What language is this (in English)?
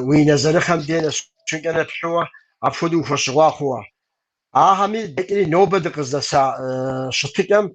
Kabardian